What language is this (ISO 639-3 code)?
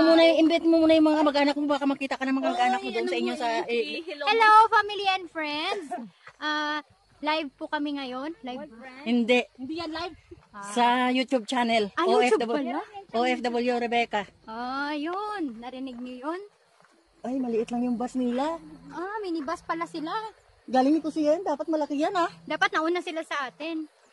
fil